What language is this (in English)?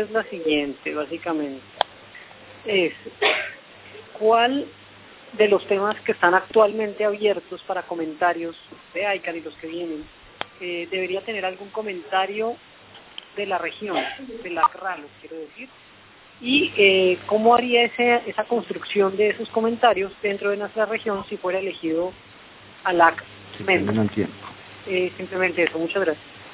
Spanish